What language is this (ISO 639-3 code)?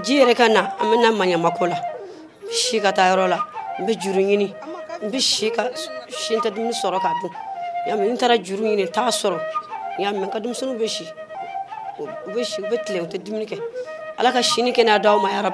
bam